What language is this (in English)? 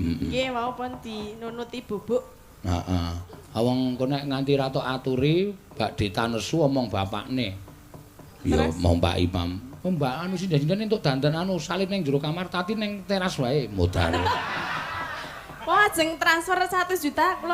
Javanese